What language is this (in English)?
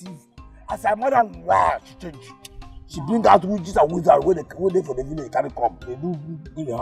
Nigerian Pidgin